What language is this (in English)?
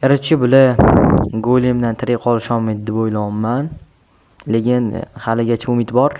Uzbek